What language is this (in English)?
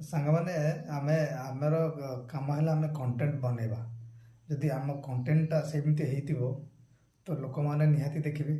Odia